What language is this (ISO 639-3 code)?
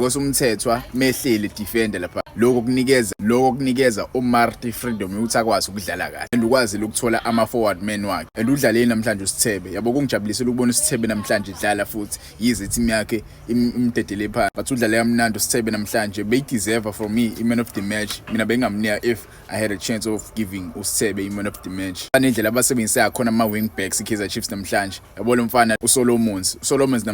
zul